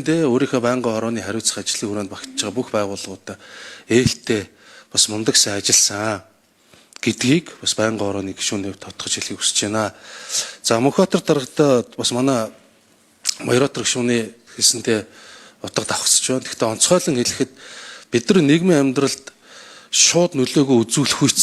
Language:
Mongolian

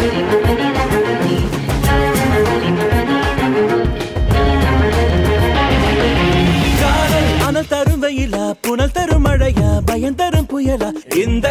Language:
Tamil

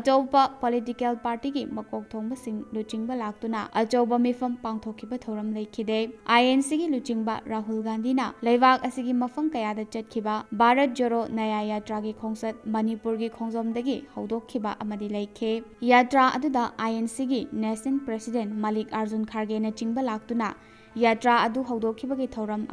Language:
Manipuri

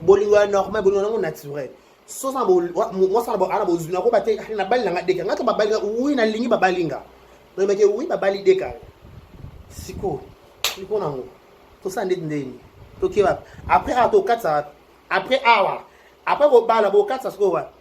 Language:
Lingala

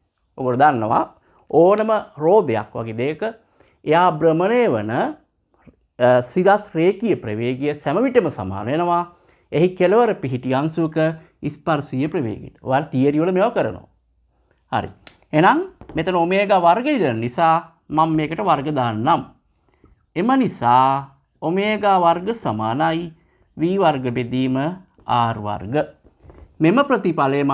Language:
Sinhala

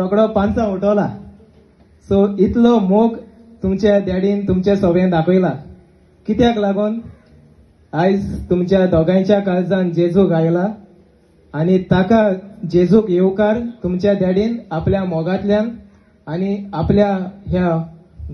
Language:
Konkani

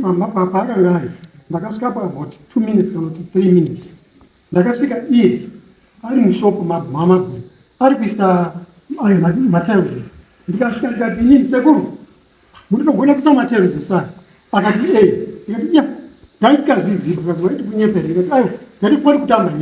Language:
Shona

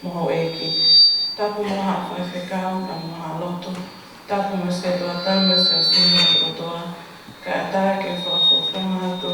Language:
Tongan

